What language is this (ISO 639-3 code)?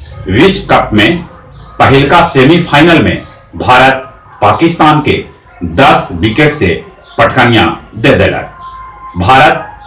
mag